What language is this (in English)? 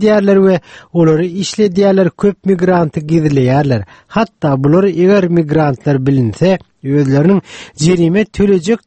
Turkmen